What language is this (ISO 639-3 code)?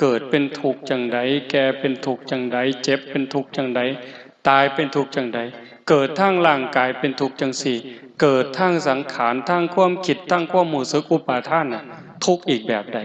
lao